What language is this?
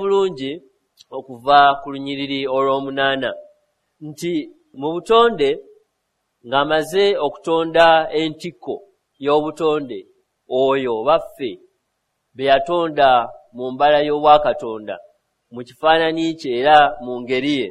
Ganda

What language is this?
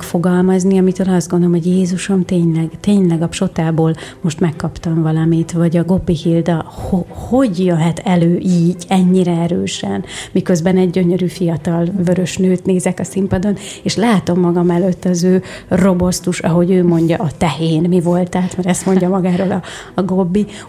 Hungarian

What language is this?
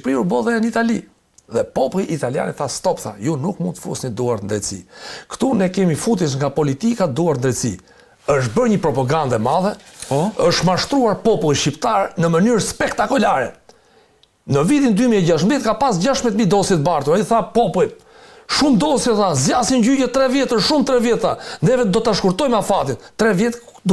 Albanian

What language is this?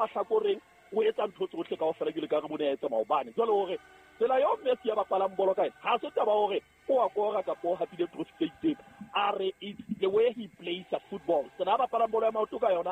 Southern Sotho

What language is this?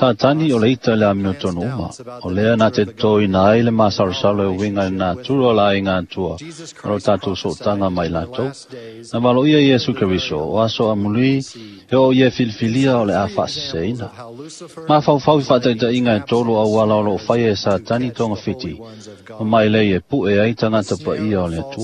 Samoan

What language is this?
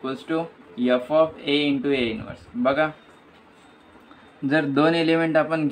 Marathi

